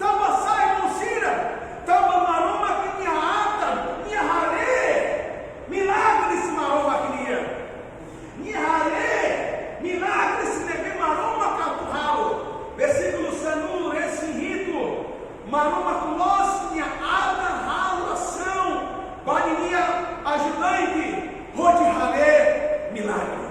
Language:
Tetum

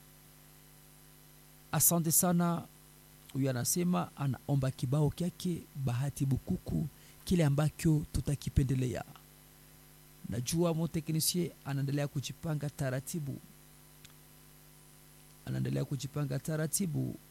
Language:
Swahili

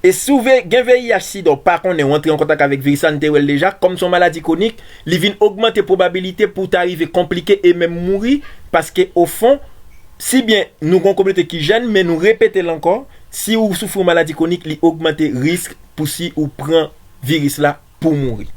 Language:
Haitian Creole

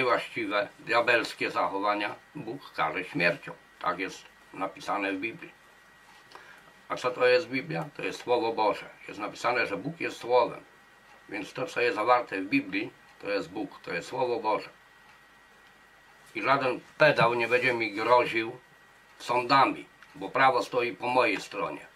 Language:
Polish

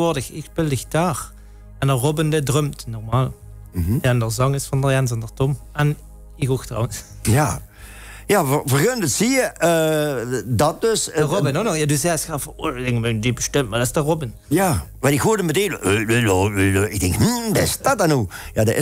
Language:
Limburgish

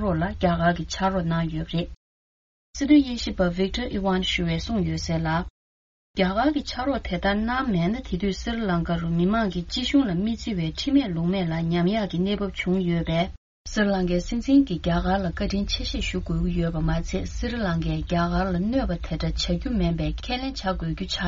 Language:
Tibetan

